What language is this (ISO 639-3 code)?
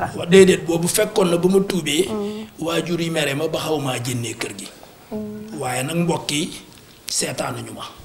wol